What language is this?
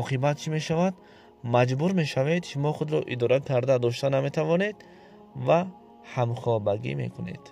Tajik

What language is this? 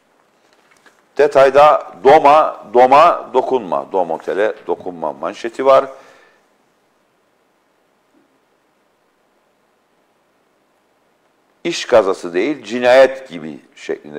Turkish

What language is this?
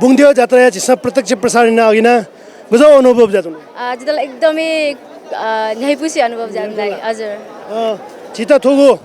Newari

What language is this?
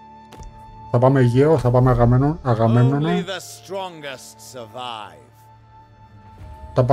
Greek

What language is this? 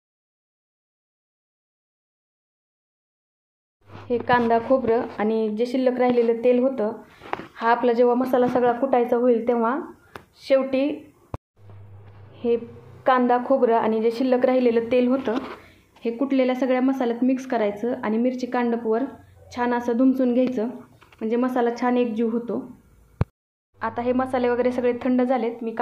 Marathi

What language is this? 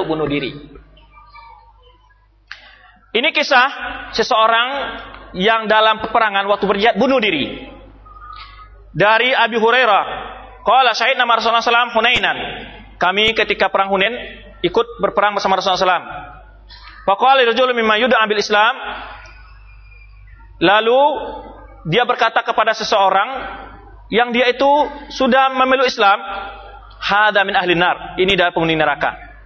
Indonesian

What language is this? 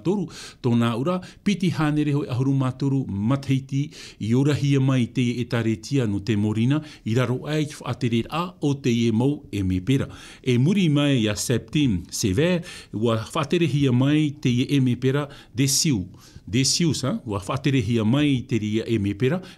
Tahitian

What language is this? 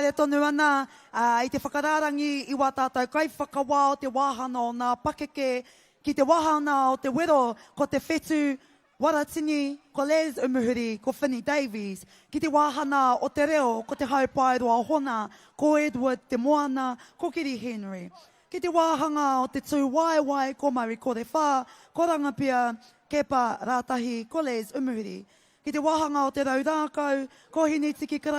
Māori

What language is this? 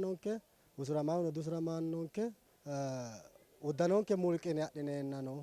Sidamo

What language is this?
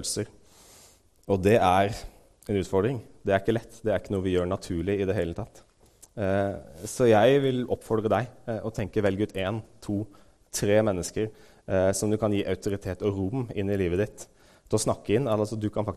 Norwegian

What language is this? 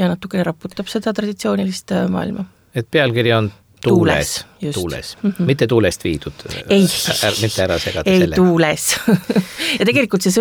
Estonian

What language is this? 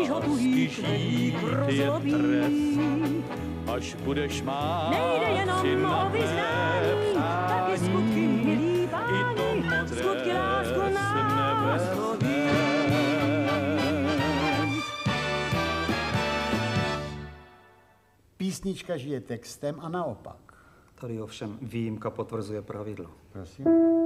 Czech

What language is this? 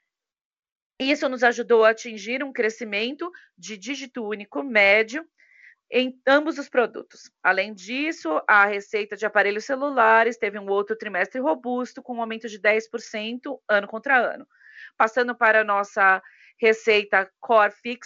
Portuguese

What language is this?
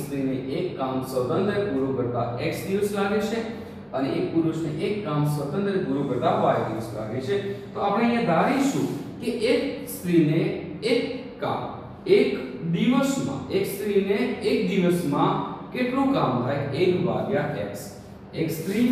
Gujarati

